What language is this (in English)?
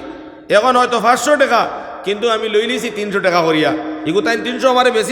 Sylheti